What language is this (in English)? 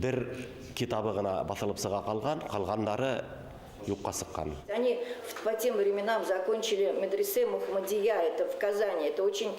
Bashkir